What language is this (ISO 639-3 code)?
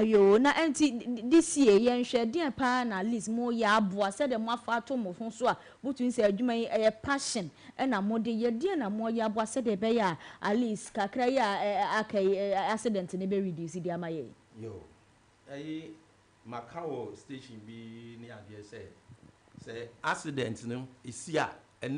aka